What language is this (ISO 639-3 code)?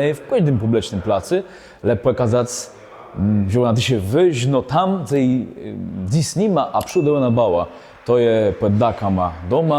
csb